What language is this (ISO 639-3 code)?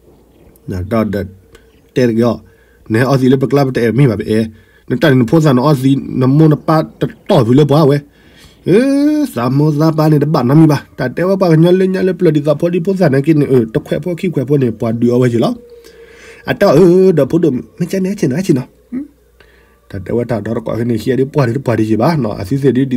ksw